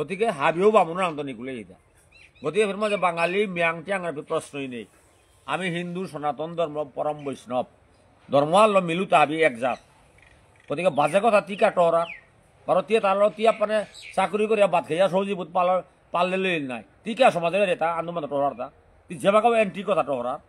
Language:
Bishnupriya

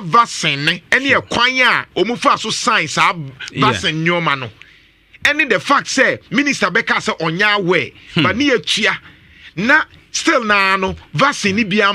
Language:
Akan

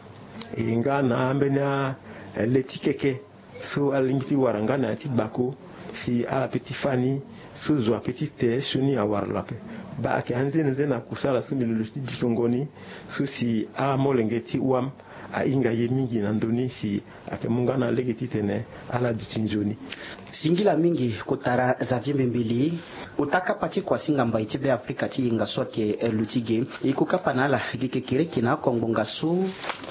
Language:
Sango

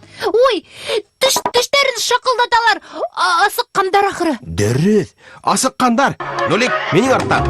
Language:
Bashkir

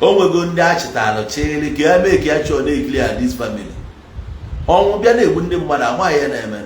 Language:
Igbo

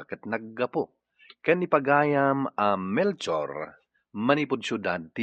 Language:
Iloko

